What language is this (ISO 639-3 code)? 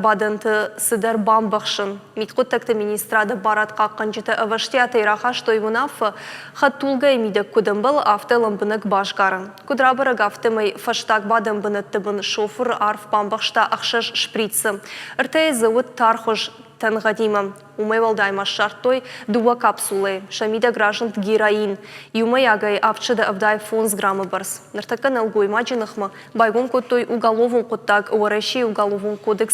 oss